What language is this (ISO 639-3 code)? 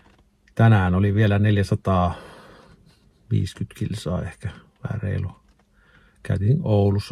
fin